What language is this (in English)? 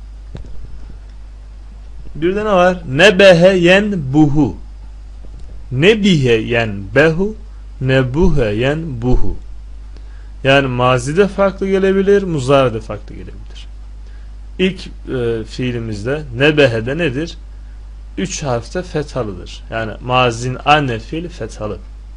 Turkish